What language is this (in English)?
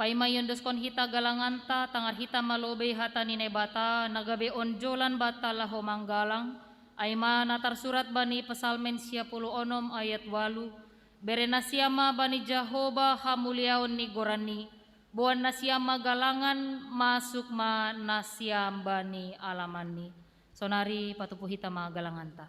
Batak Simalungun